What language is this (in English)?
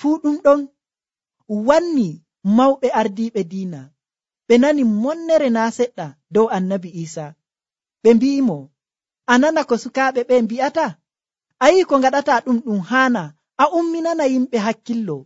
Nigerian Fulfulde